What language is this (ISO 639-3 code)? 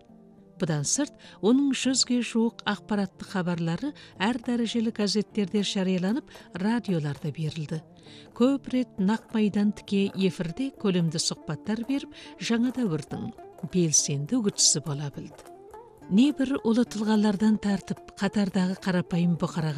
kaz